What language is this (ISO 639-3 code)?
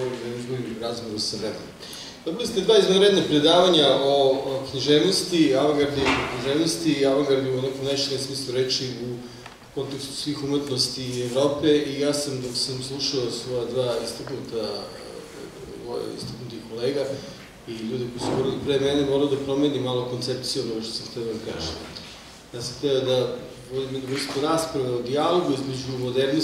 srp